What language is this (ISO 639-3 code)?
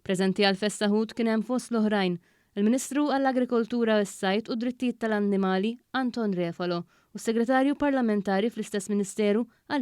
mlt